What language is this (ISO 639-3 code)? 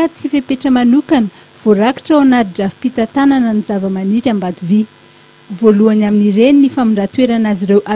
mlg